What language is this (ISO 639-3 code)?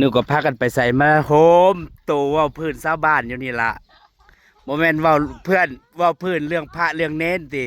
tts